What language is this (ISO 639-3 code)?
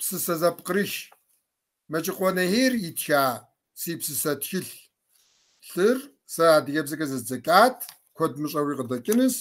kbd